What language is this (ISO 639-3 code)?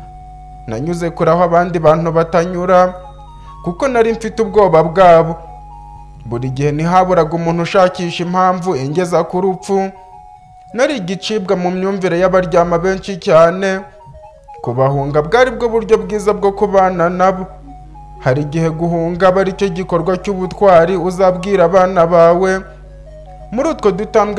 kin